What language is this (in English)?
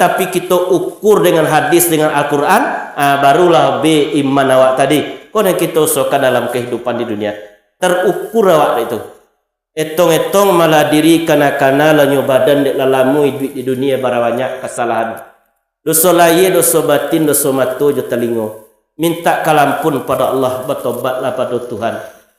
Minangkabau